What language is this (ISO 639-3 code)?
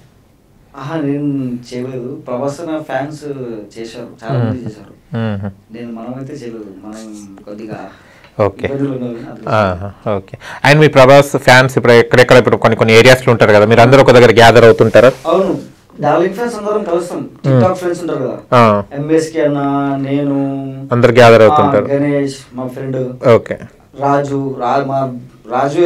tel